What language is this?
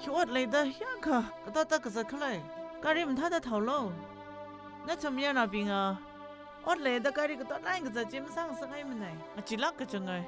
Tangkhul Naga (India)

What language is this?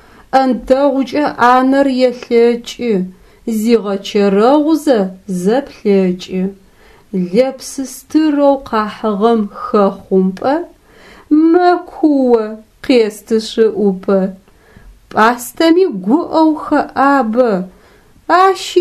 Adyghe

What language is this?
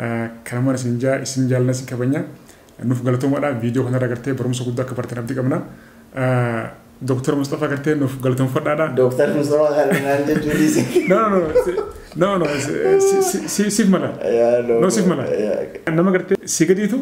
Oromo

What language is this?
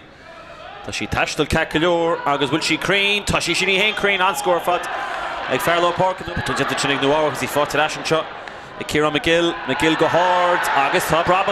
Irish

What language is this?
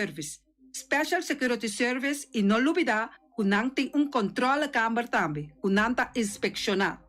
Papiamento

